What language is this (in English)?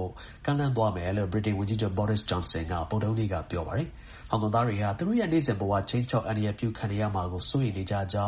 Burmese